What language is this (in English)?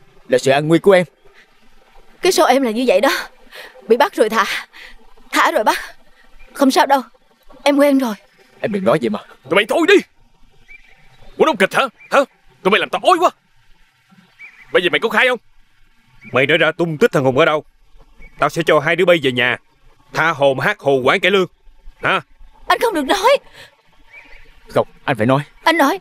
Vietnamese